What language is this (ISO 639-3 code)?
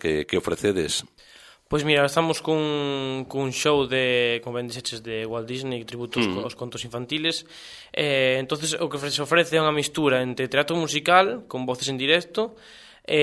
glg